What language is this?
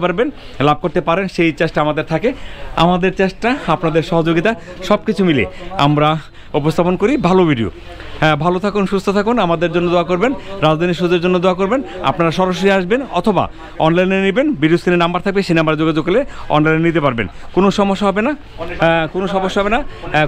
Bangla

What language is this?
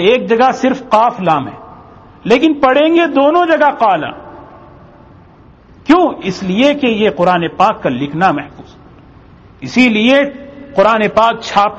Urdu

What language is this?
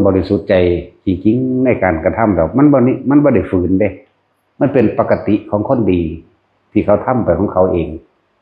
Northeastern Thai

